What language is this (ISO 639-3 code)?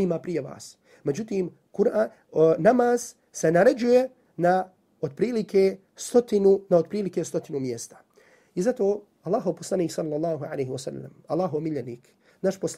bos